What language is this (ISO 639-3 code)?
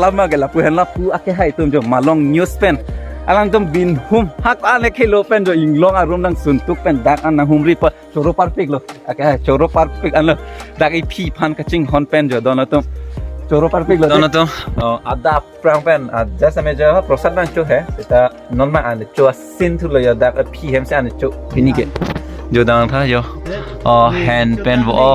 mjw